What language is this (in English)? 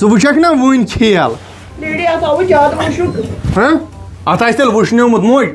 Kashmiri